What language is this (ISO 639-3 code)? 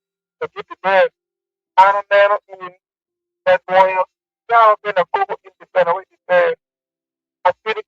ach